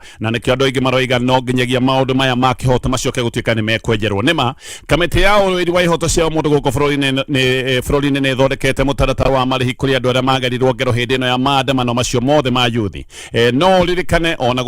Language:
Kikuyu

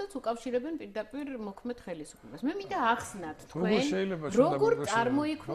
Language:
Georgian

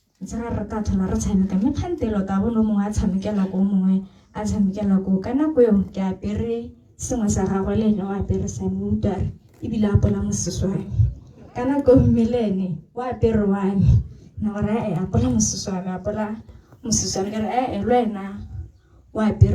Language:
Tswana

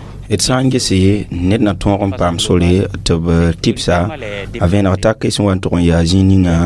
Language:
Mossi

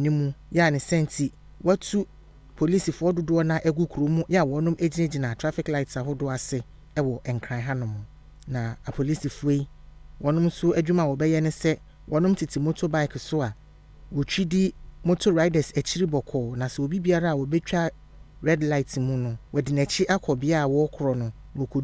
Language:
Akan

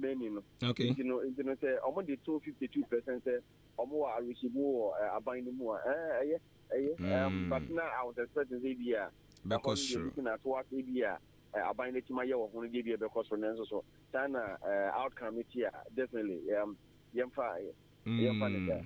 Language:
Akan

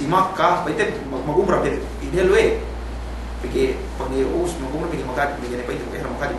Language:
Yakan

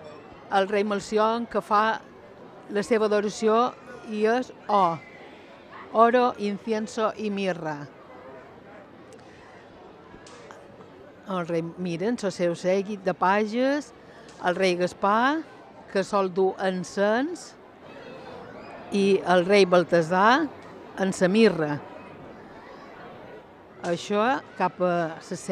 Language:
Catalan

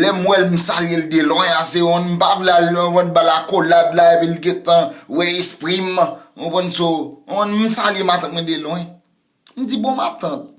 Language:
Haitian Creole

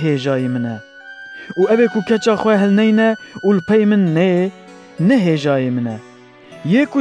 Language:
Kurdish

